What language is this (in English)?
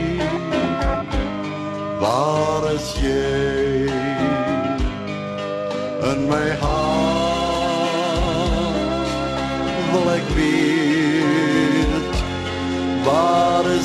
Afrikaans